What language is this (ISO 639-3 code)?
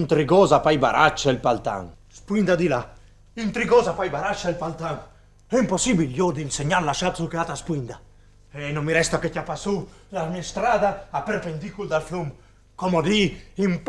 fur